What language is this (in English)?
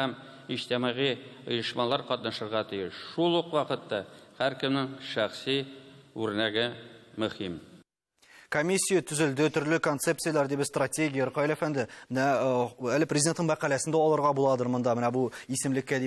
Tatar